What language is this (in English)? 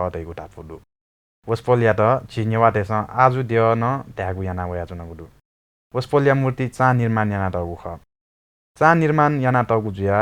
Newari